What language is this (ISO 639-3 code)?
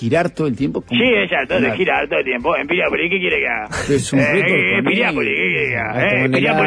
spa